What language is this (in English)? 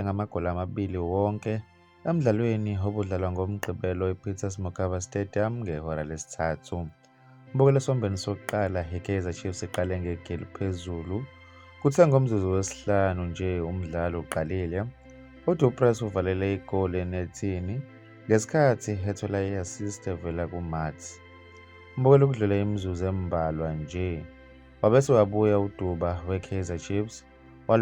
Zulu